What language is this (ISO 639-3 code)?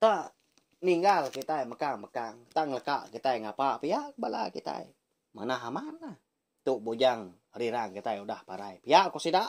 iba